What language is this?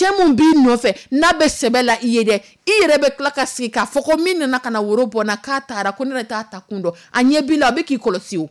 Dyula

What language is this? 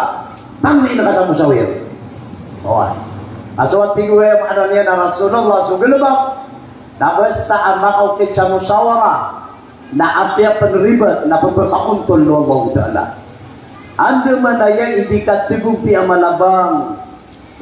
Maranao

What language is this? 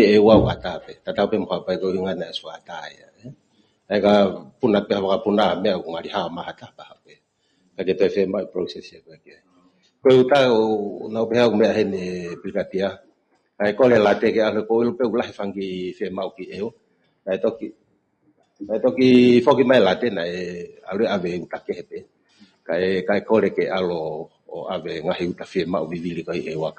Tongan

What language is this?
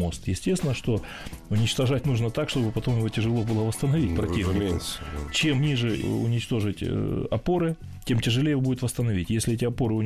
Russian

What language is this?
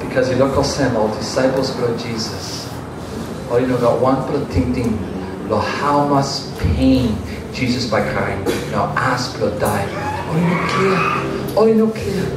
Tok Pisin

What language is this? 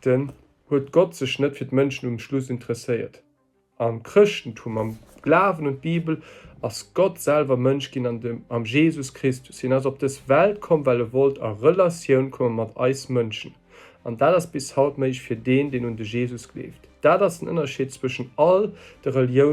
Luxembourgish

